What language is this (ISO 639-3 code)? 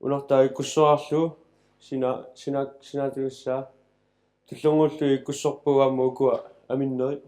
kal